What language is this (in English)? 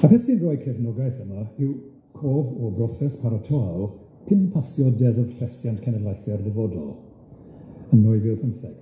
Welsh